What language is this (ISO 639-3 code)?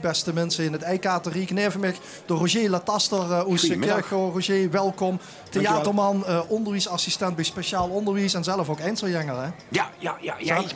lim